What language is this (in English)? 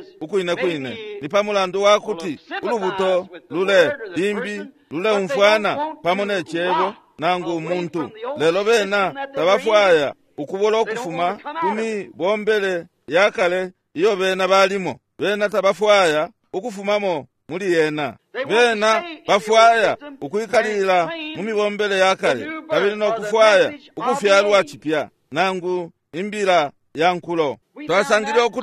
Bemba